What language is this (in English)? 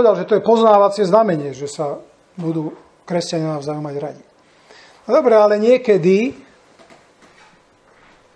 Slovak